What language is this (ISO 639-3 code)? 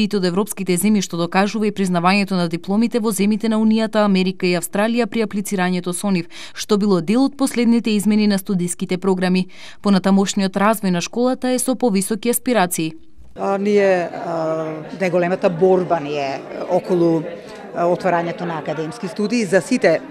mkd